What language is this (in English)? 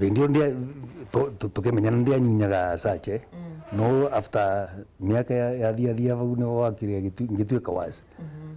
Meru